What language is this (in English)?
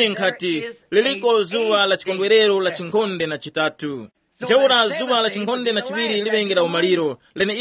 Tumbuka